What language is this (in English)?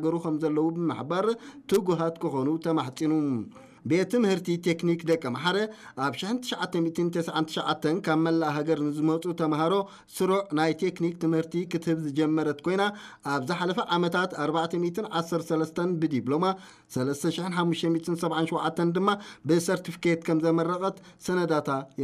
Tigrinya